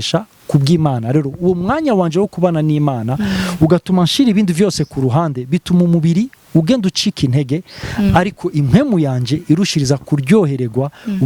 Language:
Rundi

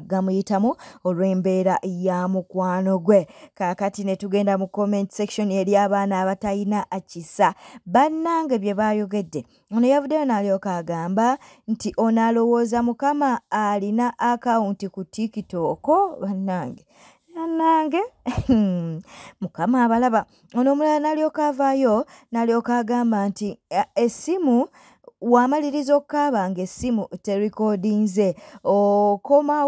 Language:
Ganda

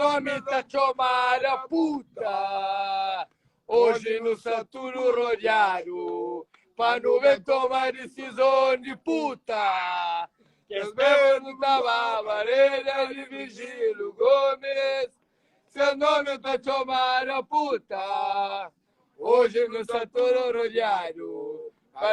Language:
Kabuverdianu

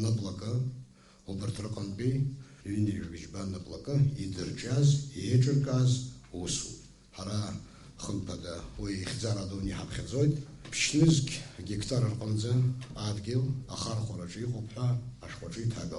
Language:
Abkhazian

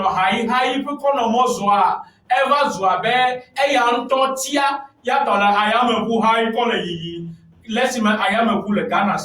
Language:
Ewe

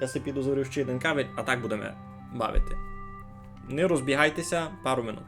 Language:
Rusyn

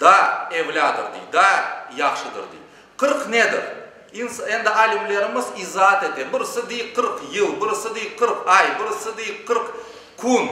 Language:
Crimean Tatar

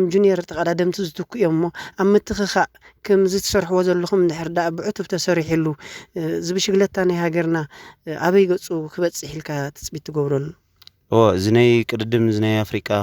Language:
Tigrinya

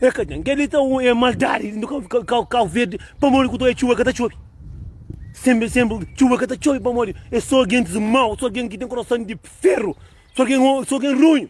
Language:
Kabuverdianu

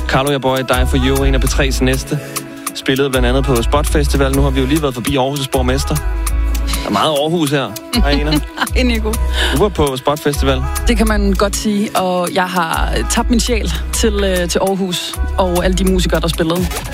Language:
Danish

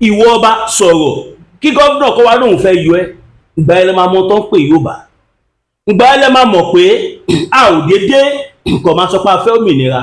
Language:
Yoruba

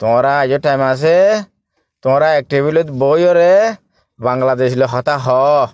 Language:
Rohingya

